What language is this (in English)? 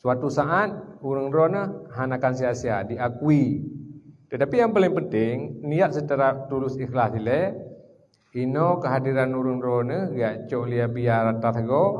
Achinese